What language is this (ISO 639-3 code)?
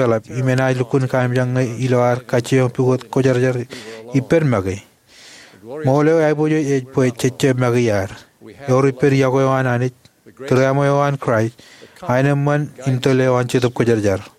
mah